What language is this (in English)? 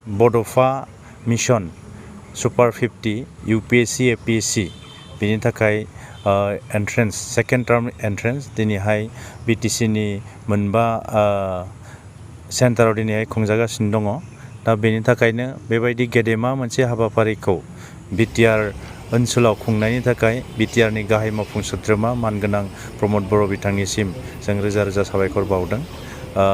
Bodo